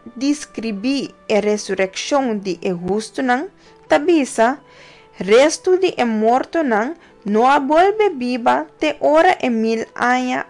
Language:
Papiamento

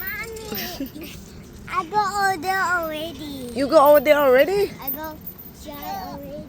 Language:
Hmong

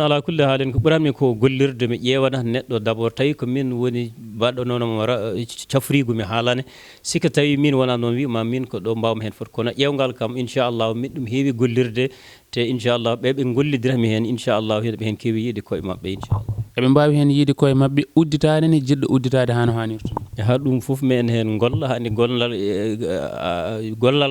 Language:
Fula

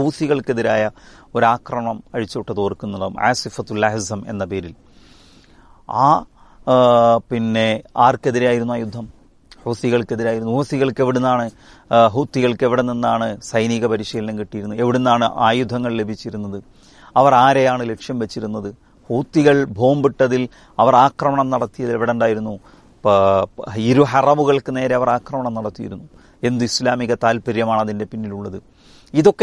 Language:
Malayalam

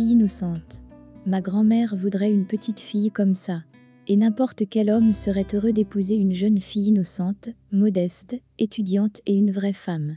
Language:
French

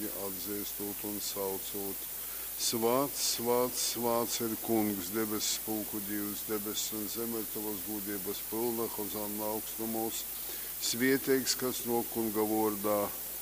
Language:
Latgalian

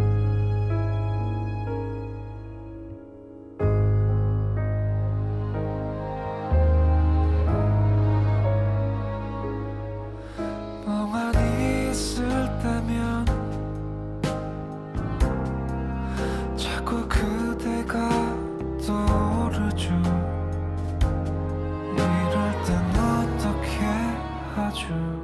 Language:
Korean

